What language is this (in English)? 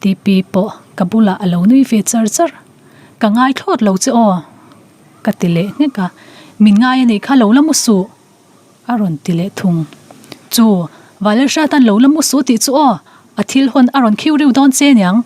Mizo